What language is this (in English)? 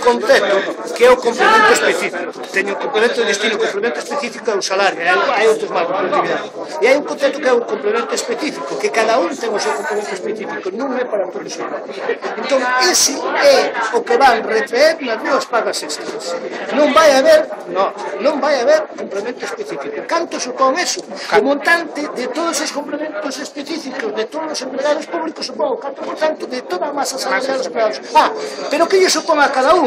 Galician